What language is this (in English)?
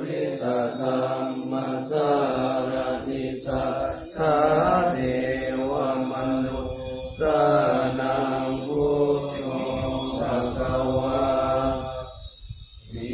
Pali